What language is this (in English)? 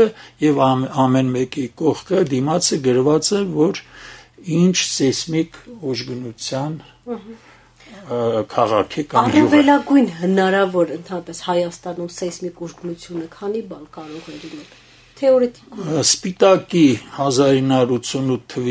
Armenian